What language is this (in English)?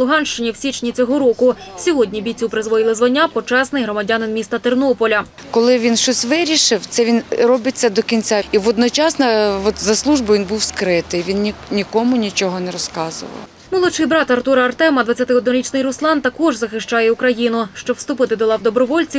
Ukrainian